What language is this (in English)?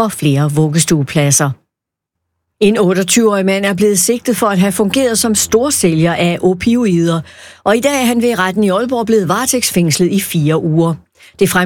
Danish